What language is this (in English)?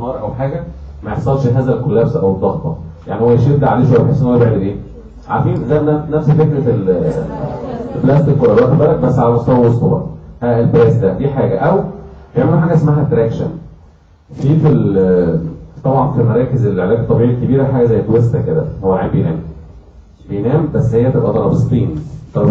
Egyptian Arabic